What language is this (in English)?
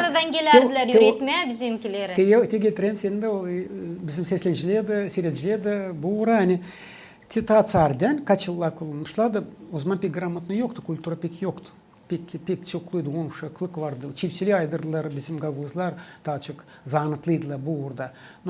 Gagauz